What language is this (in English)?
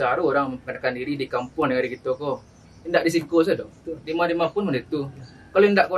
Minangkabau